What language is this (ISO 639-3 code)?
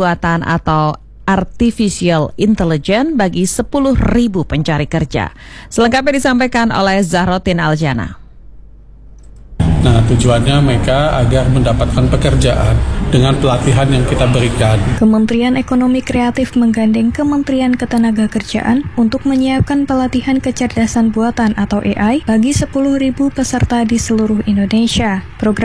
ind